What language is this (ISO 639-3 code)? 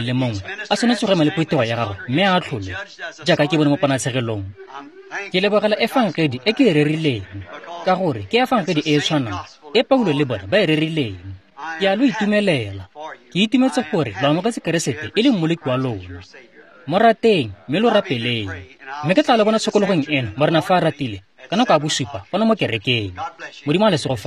tsn